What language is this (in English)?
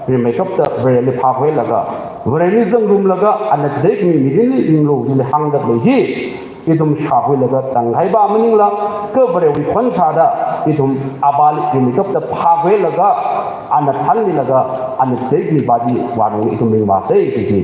Tangkhul Naga (India)